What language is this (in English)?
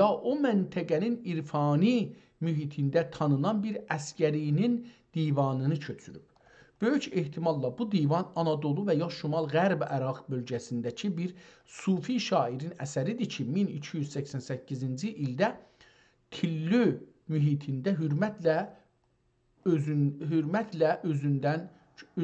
South Azerbaijani